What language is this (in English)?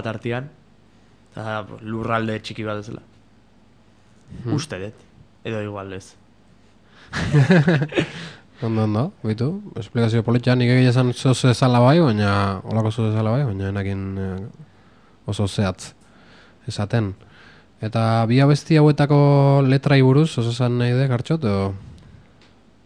Basque